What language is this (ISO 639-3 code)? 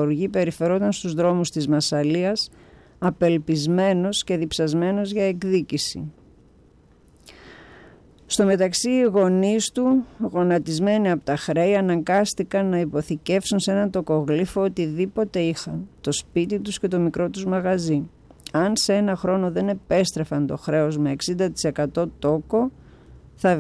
ell